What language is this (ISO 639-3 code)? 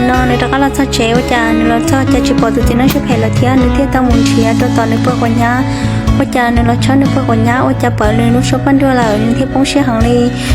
hmn